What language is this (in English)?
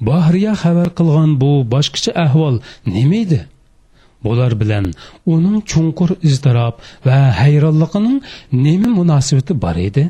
Uyghur